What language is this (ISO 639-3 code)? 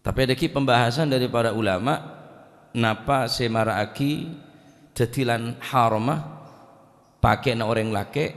mad